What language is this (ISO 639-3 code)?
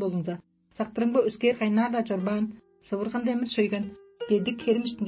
tyv